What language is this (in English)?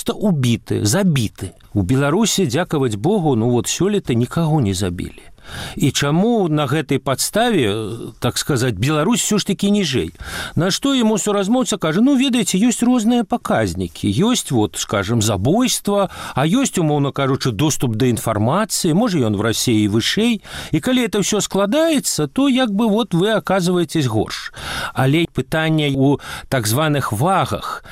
Belarusian